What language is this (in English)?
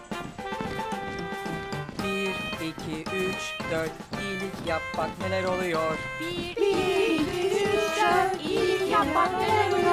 Turkish